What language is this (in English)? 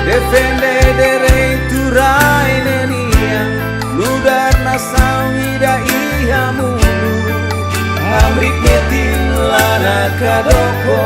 Tetum